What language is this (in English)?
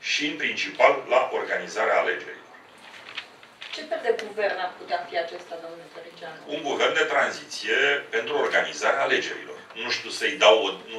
Romanian